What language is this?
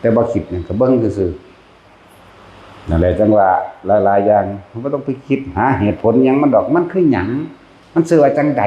Northeastern Thai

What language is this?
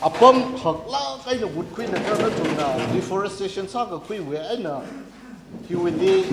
Tangkhul Naga (India)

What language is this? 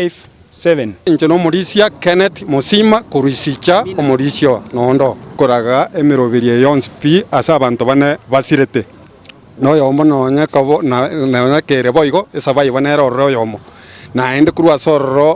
Gusii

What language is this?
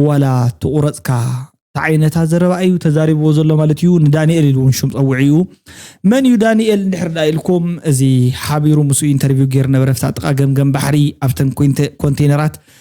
Tigrinya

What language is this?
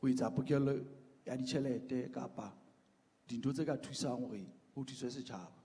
Southern Sotho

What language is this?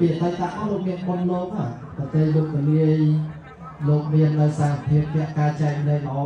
Khmer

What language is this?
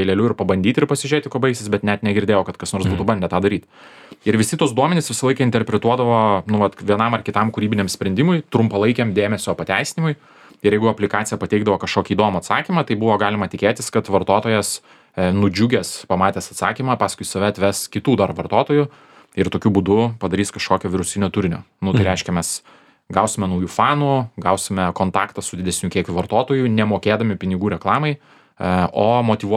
Lithuanian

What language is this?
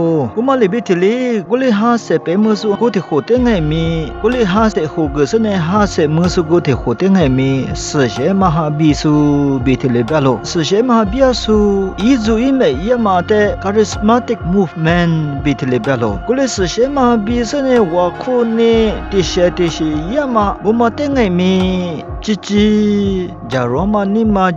Lisu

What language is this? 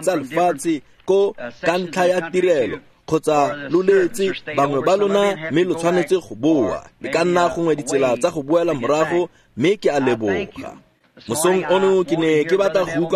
Tswana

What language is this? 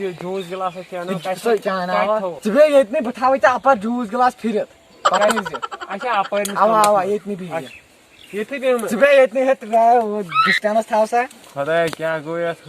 Kashmiri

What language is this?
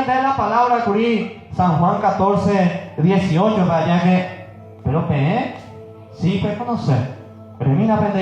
Guarani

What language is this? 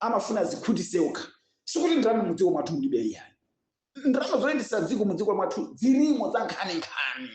Nyanja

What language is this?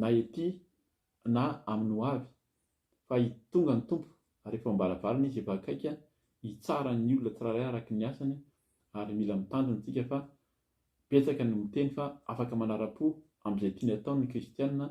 Malagasy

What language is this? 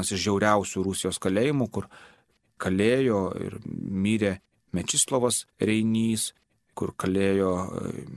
Lithuanian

